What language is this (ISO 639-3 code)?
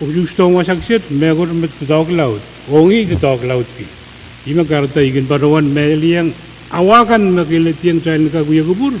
pon